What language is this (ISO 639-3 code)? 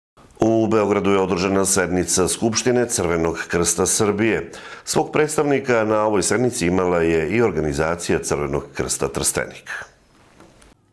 srp